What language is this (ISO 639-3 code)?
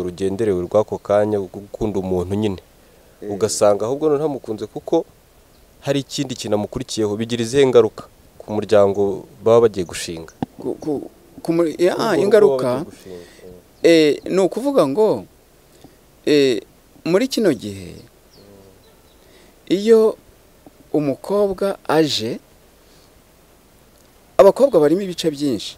kin